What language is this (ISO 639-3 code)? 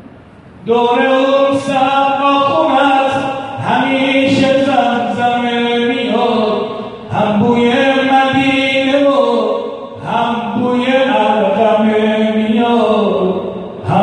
fas